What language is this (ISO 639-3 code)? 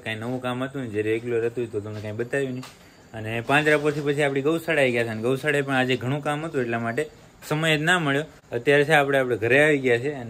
guj